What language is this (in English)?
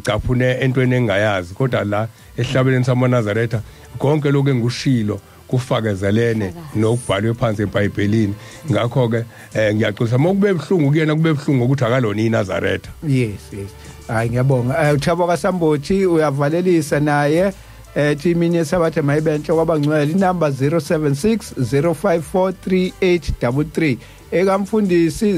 Zulu